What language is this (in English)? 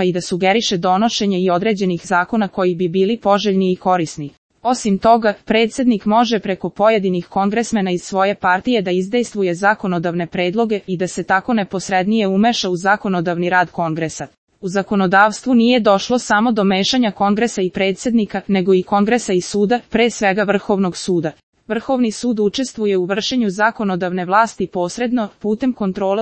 Serbian